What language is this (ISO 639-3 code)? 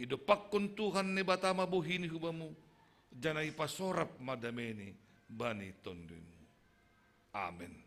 bts